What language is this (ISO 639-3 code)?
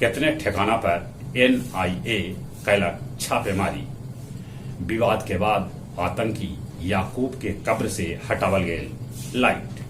mag